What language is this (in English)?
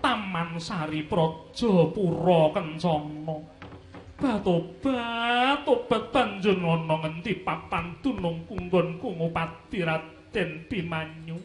Javanese